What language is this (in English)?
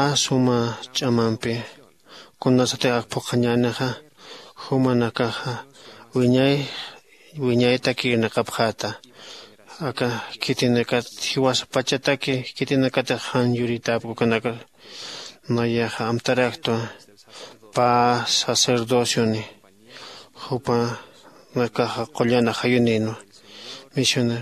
Aymara